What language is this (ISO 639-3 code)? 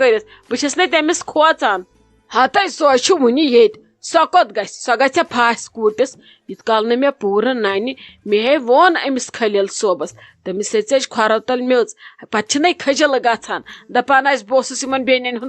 kas